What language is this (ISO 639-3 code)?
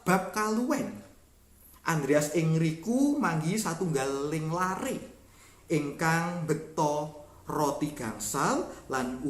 jav